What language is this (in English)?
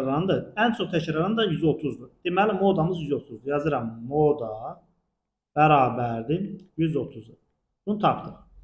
Azerbaijani